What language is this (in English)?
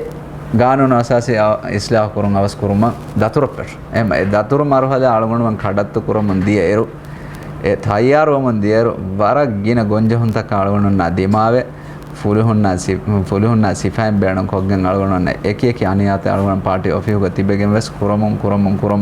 Divehi